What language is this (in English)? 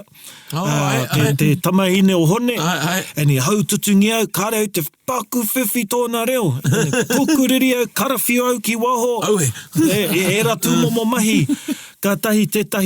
Māori